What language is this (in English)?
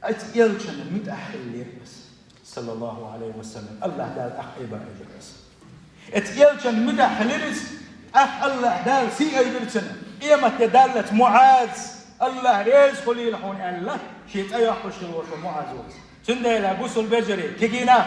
Chechen